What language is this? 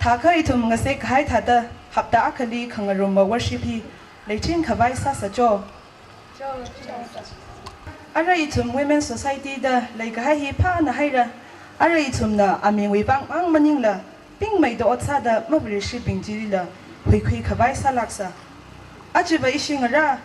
Tangkhul Naga (India)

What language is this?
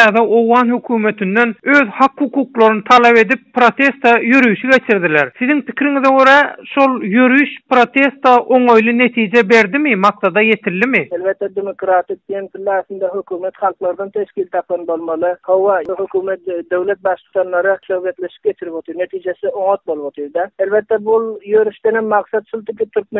Turkmen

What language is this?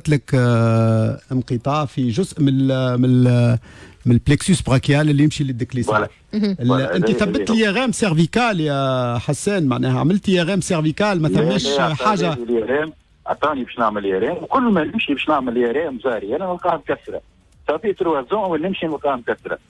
Tunisian Arabic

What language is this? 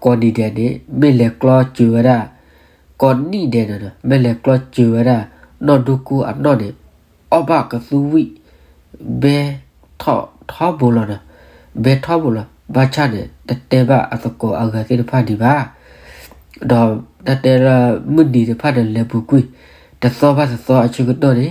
S'gaw Karen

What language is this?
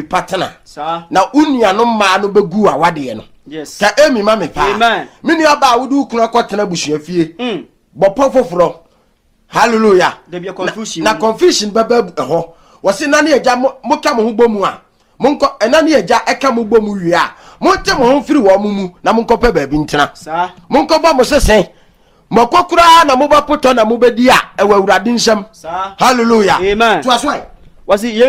Akan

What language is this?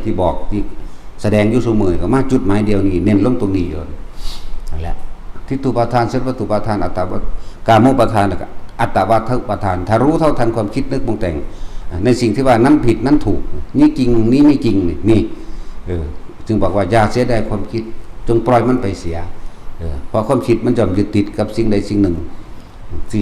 Northeastern Thai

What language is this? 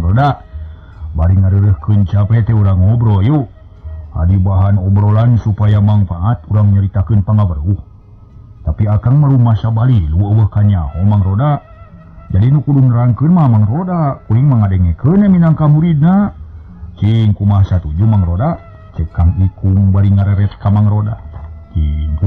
Sundanese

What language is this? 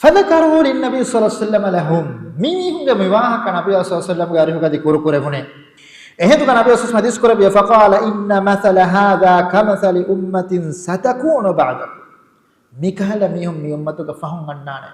Divehi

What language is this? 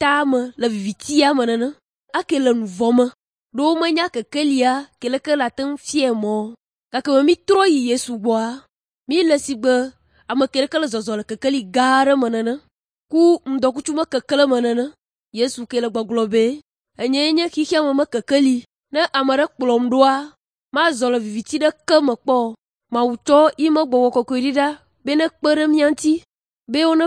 Ewe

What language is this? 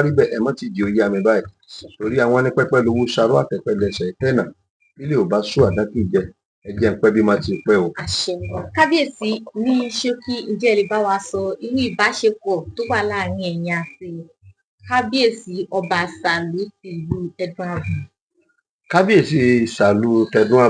Yoruba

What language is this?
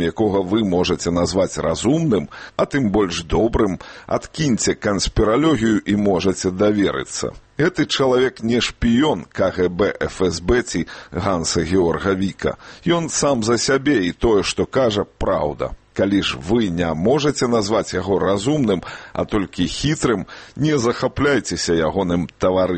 Belarusian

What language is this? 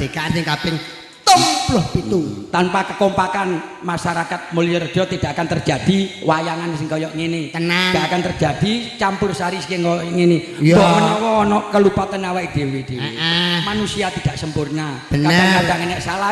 Javanese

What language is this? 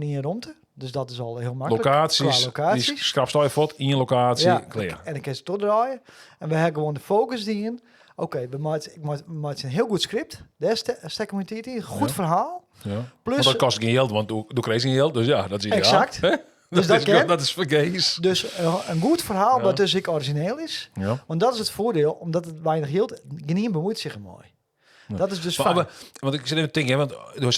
Western Frisian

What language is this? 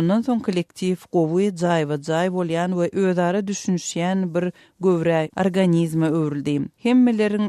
Turkmen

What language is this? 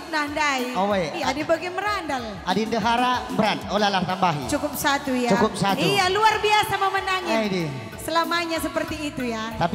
Batak Karo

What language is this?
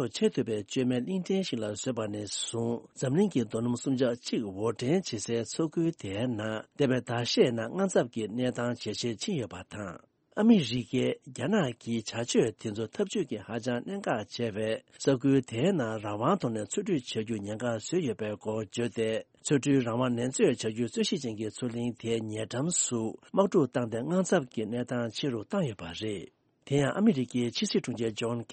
Tibetan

